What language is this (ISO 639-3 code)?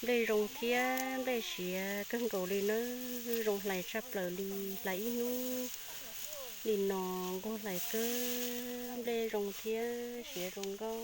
hmn